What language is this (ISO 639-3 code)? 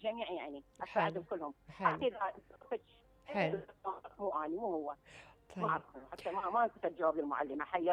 acm